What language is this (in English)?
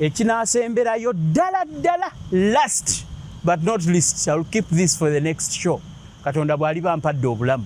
Ganda